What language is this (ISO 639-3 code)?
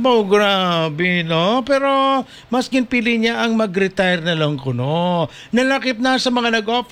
hil